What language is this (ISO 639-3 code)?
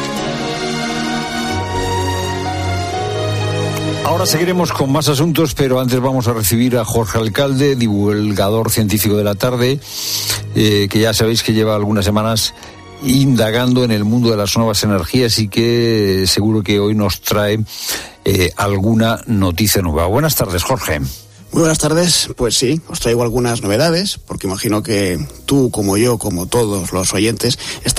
spa